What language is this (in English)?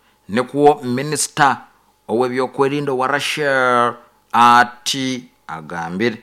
Nyoro